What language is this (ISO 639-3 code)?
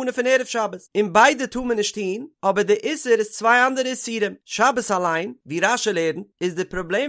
yid